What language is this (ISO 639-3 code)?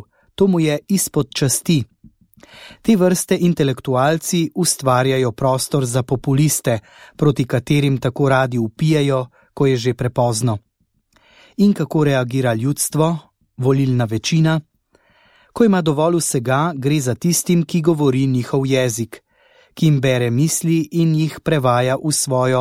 slv